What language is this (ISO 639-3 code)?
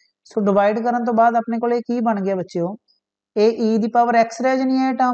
pan